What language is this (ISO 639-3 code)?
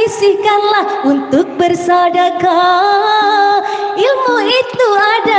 bjn